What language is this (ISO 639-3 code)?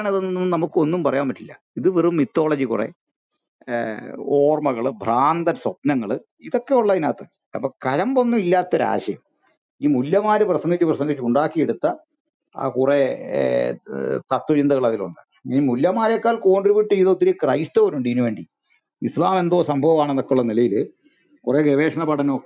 mal